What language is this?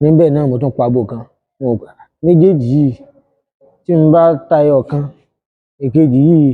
Yoruba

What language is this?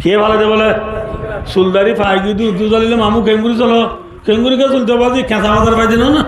Rohingya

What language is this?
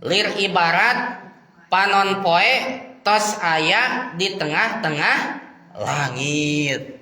Sundanese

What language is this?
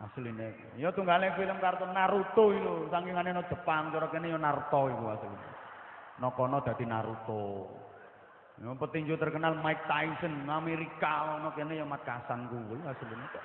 Javanese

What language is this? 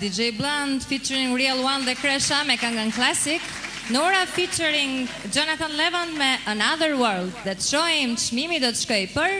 Albanian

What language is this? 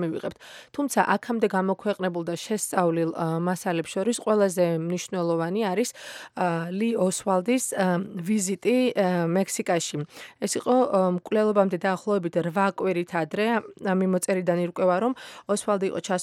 Georgian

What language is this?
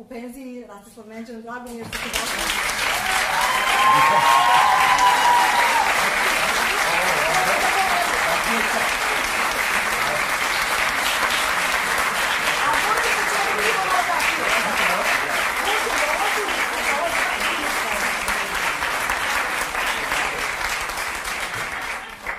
Serbian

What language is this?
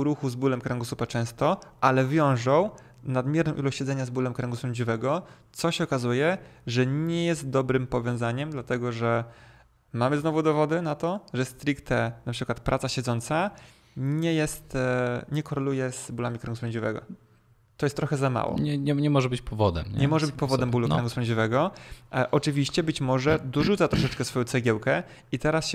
Polish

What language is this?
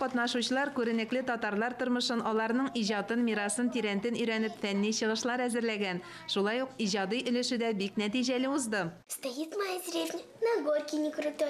Tatar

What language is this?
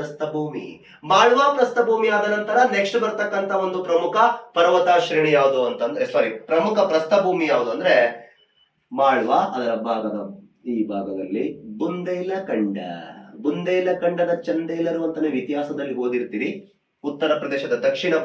Kannada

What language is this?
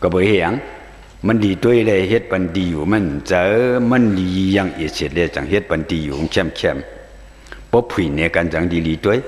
Shan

